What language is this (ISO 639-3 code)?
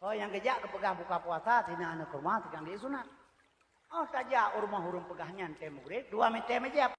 ace